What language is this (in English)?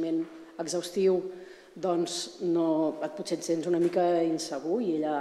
Catalan